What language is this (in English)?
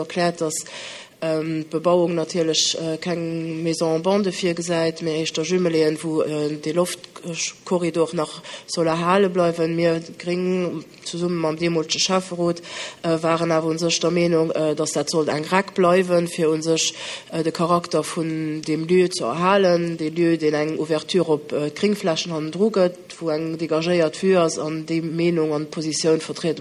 Luxembourgish